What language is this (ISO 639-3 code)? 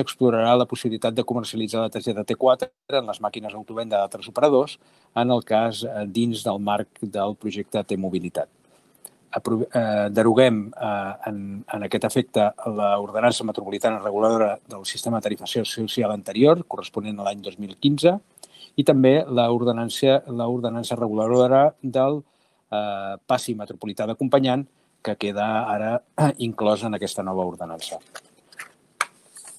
cat